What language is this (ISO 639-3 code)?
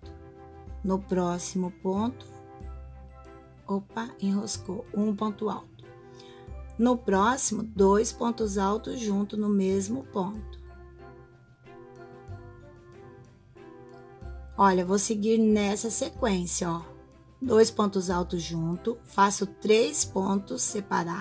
por